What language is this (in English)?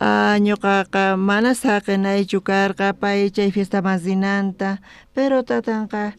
South Bolivian Quechua